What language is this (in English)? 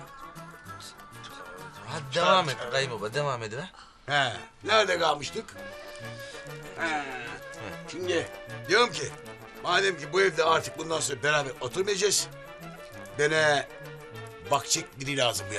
Turkish